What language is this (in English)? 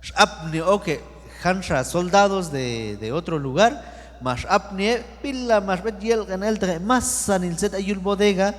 Q'anjob'al